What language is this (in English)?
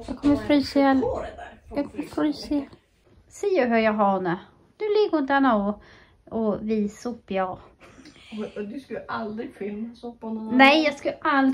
Swedish